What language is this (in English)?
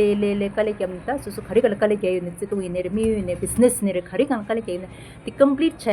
Tibetan